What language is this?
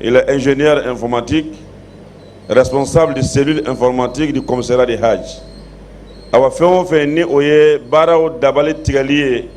Bambara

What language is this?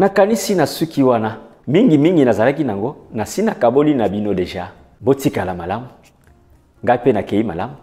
Lingala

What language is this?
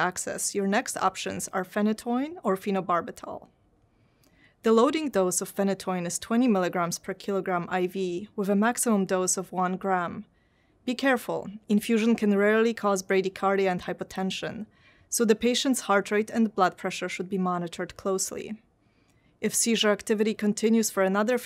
English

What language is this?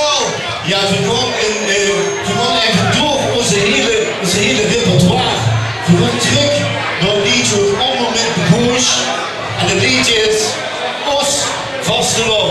Limburgish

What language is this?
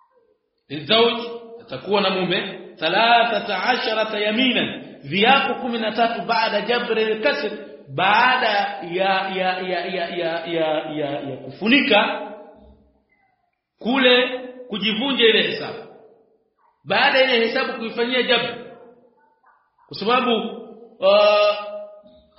Swahili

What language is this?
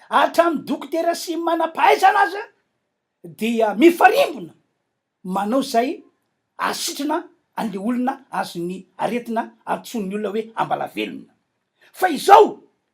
Malagasy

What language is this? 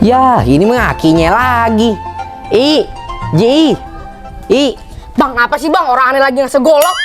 Betawi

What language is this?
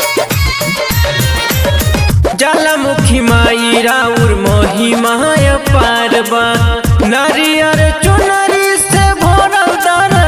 Bhojpuri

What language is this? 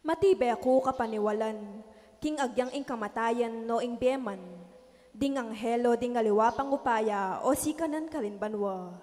Pampanga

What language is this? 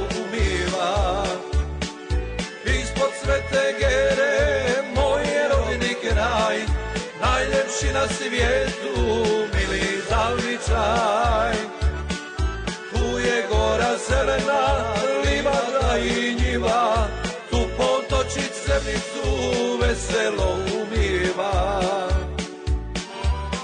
Croatian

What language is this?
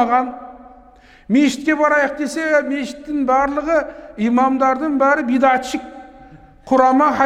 Kazakh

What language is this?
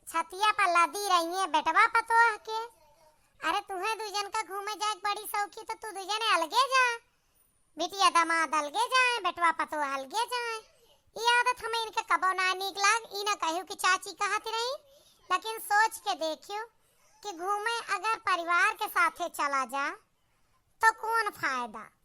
Awadhi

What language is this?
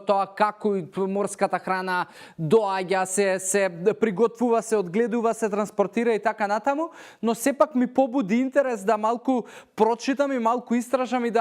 Macedonian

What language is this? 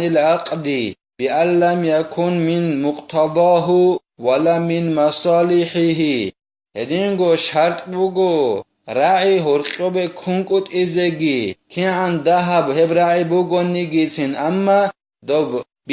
Avaric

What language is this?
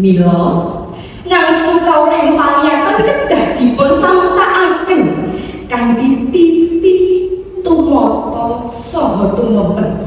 Javanese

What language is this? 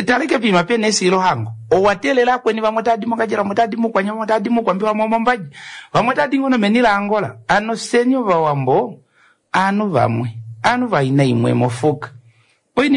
Kuanyama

